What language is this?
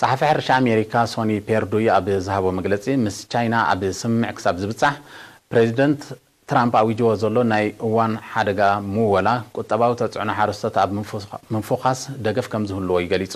Tigrinya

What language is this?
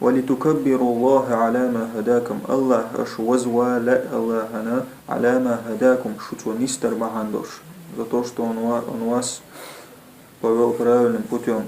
Chechen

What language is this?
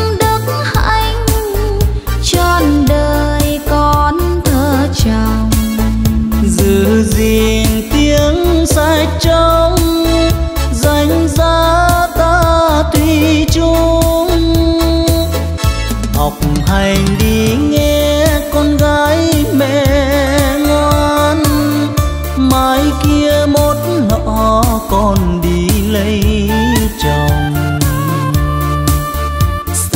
Vietnamese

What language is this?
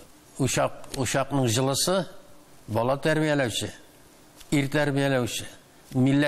Tatar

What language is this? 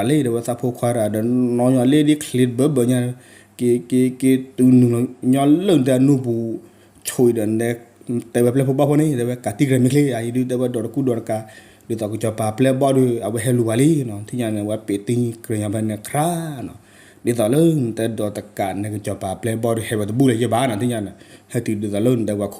S'gaw Karen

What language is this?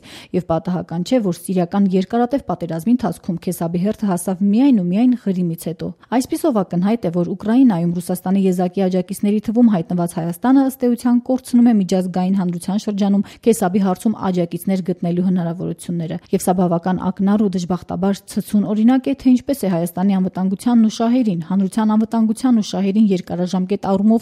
Armenian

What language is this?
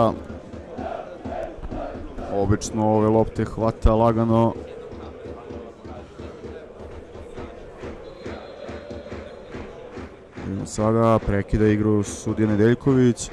Serbian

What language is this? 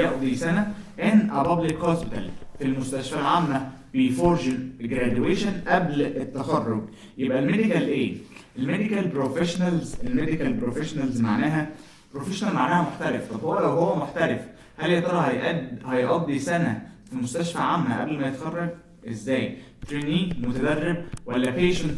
Egyptian Arabic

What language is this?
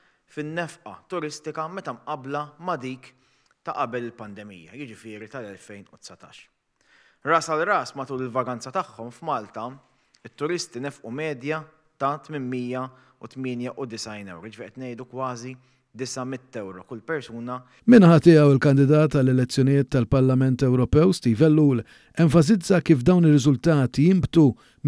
Maltese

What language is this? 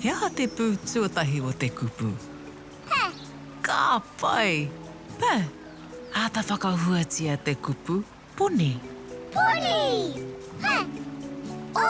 Māori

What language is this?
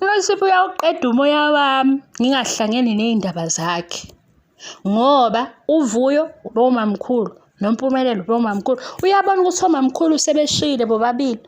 Zulu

